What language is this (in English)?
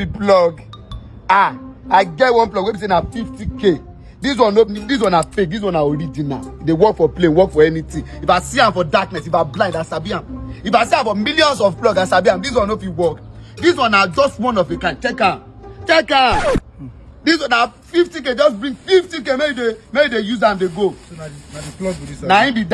Nigerian Pidgin